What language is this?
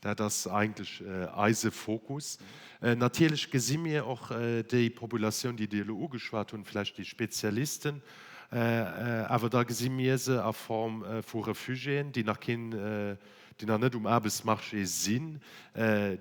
Luxembourgish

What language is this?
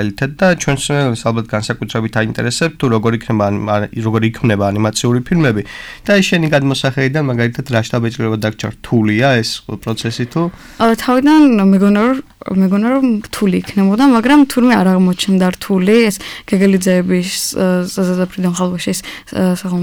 Georgian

